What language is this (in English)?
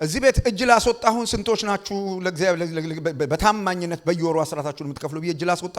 Amharic